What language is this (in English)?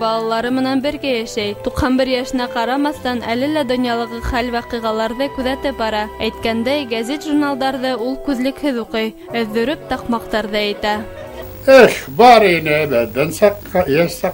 Bashkir